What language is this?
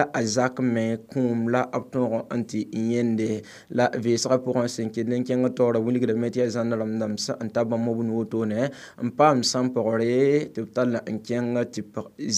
Mossi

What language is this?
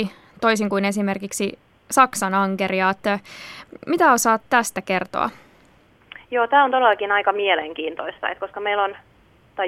Finnish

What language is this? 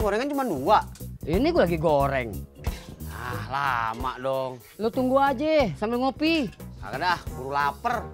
Betawi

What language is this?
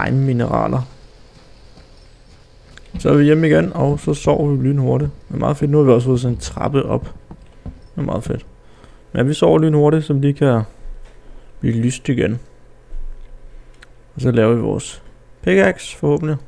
Danish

